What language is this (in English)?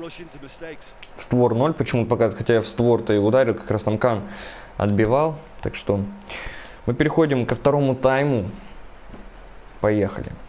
Russian